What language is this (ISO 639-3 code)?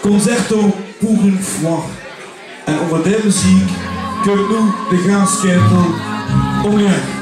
lim